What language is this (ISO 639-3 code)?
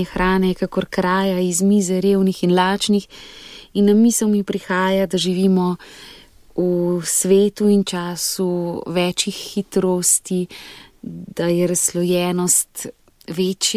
slv